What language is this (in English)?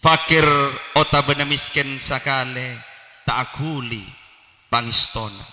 Madurese